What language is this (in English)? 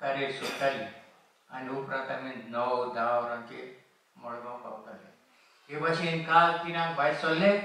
Konkani